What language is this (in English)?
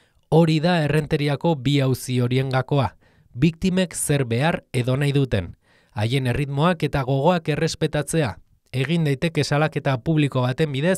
Basque